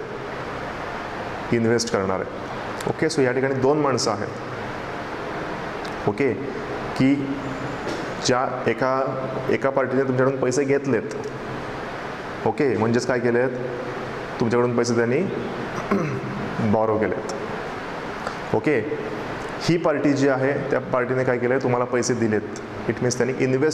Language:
Marathi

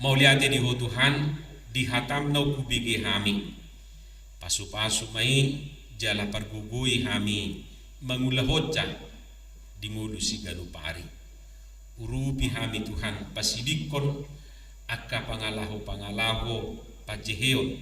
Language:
Batak Toba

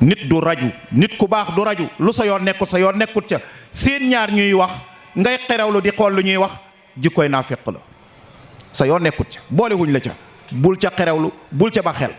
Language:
Wolof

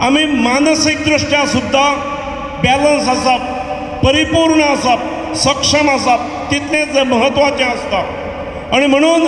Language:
Konkani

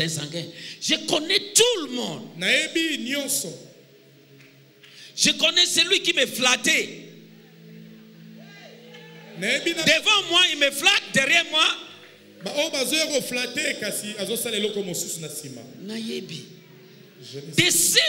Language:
French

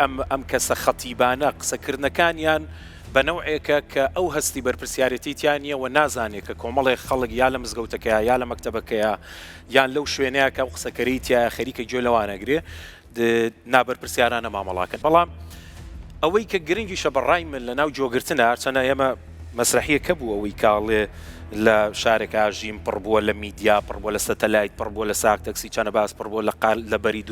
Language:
Central Kurdish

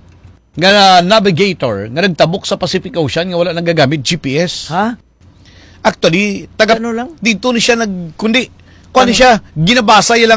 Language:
Hiligaynon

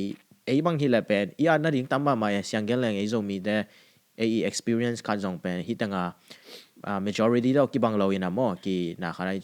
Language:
Tedim Chin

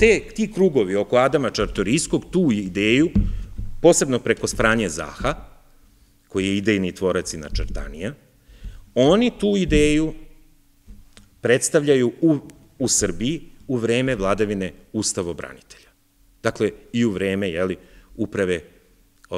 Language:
Serbian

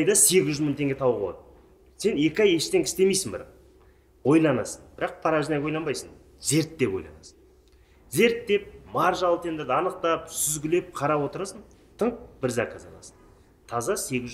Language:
Kazakh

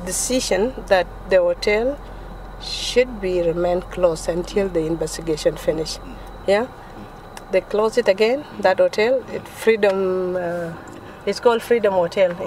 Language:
Nuer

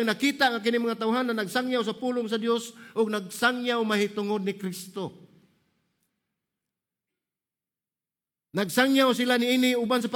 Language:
Cebuano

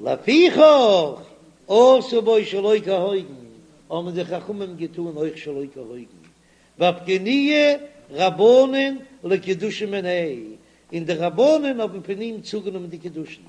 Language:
Yiddish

